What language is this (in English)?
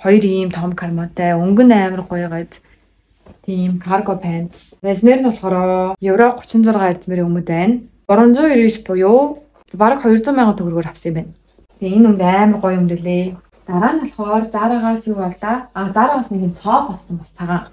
Mongolian